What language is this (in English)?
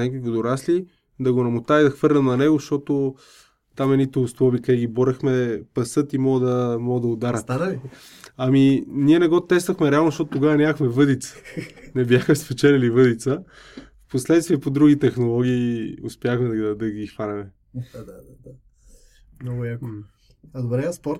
Bulgarian